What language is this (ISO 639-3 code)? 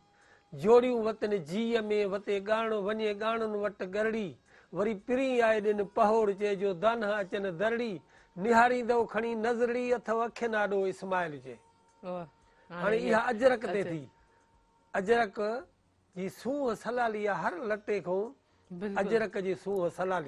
snd